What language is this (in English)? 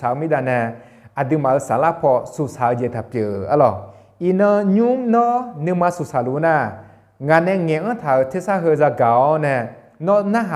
Akha